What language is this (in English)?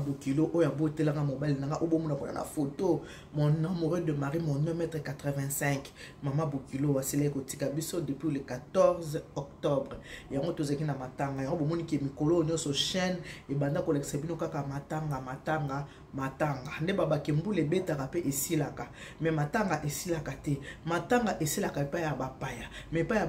Lingala